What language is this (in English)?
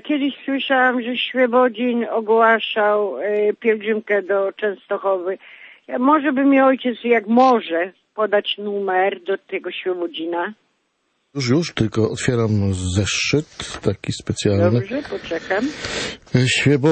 Polish